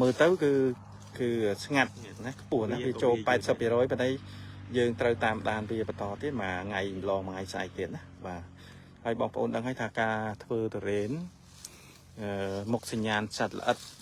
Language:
Khmer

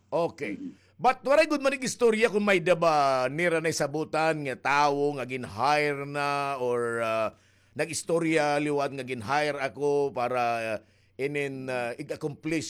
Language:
Waray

